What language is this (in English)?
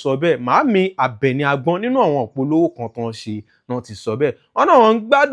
Yoruba